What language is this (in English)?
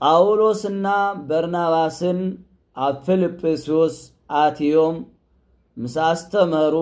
Tigrinya